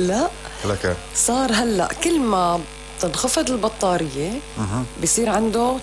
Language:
North Levantine Arabic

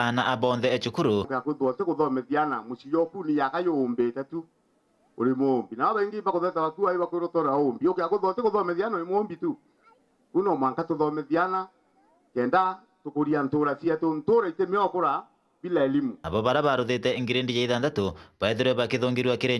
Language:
Meru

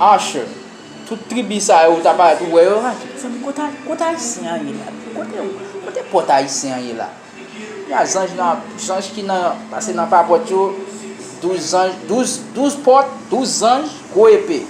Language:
Haitian Creole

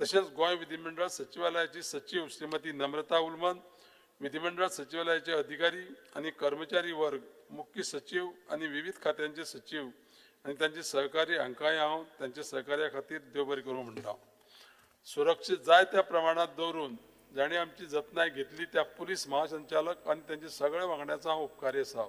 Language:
Konkani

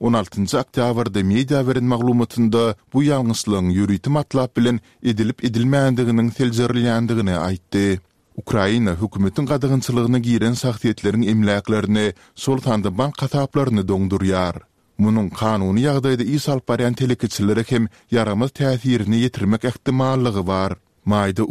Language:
Kyrgyz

